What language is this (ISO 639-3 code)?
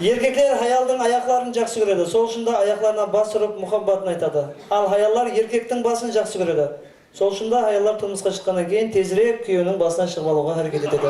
kaa